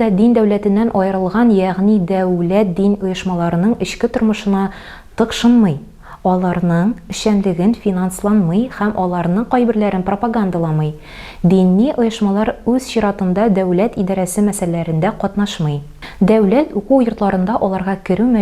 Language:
Tatar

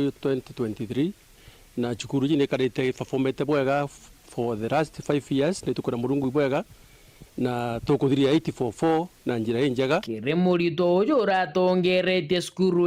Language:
Meru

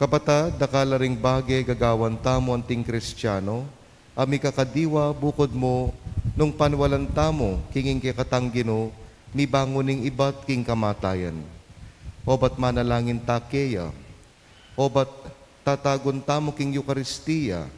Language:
Pampanga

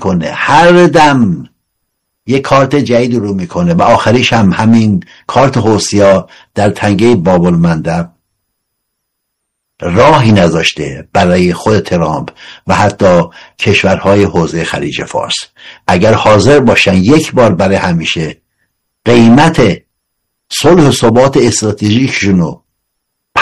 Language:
Persian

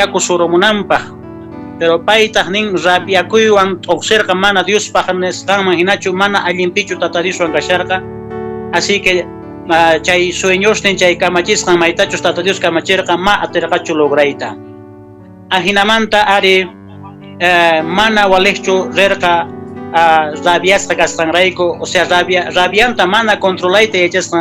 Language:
Quechua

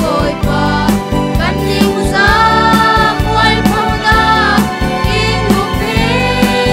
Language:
Falam Chin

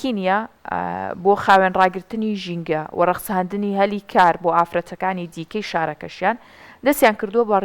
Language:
Central Kurdish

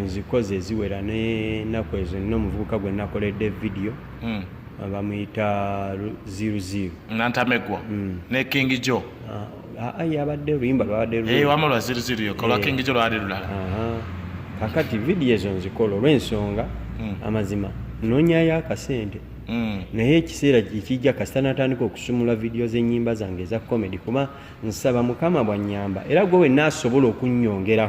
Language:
Ganda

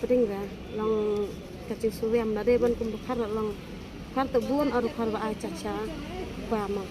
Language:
Khasi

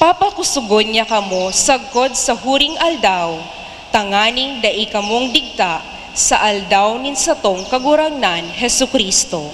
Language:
Bikol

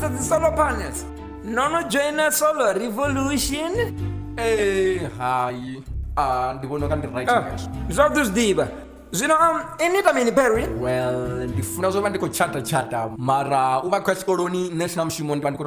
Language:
Venda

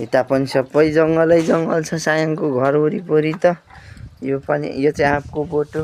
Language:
Nepali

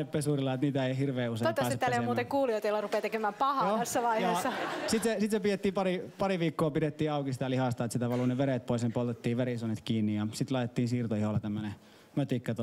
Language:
Finnish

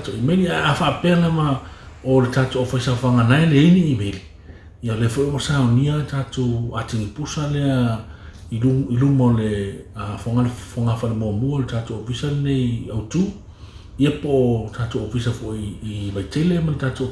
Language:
Samoan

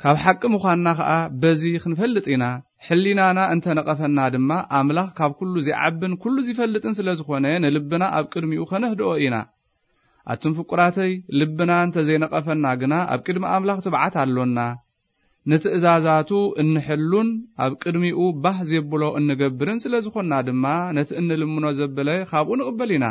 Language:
Tigrinya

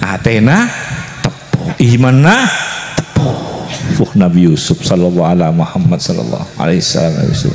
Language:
Madurese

